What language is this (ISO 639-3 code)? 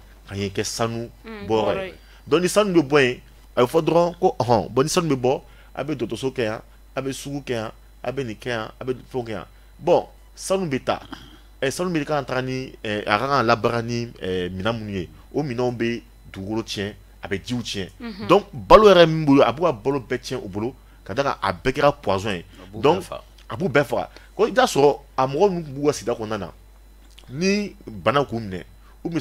bam